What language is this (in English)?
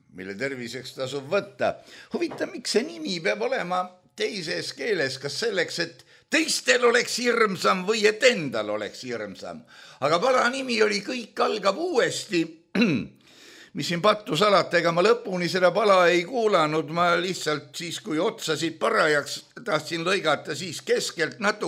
Estonian